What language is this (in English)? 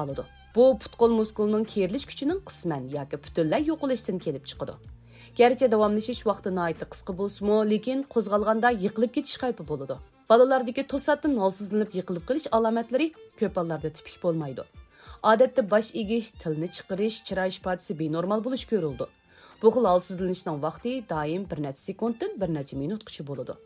Uyghur